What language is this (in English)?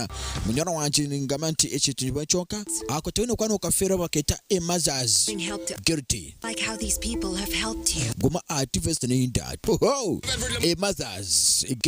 Nyankole